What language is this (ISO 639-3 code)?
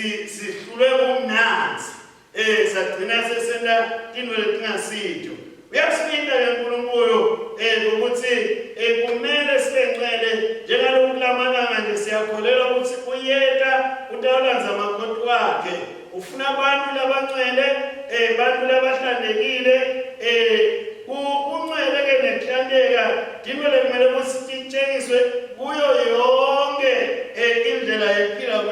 ssw